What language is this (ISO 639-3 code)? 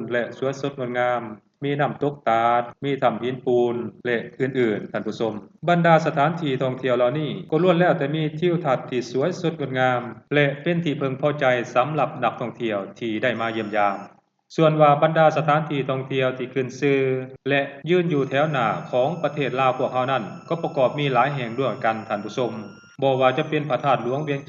lao